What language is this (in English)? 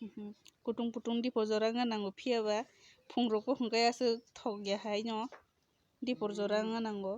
Kok Borok